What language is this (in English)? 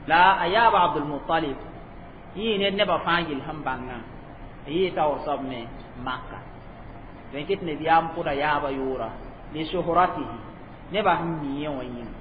Mossi